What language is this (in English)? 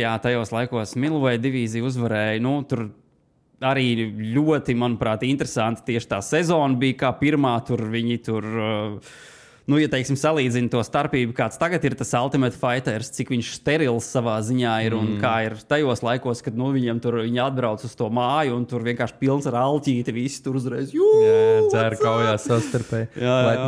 Latvian